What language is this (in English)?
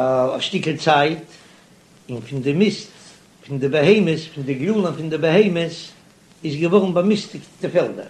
Yiddish